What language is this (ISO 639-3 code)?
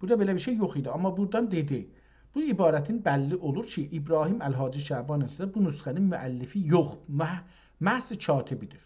azb